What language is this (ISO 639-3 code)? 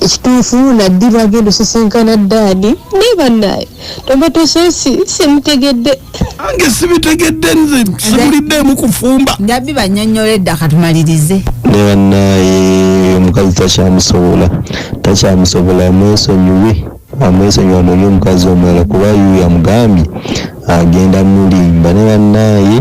lug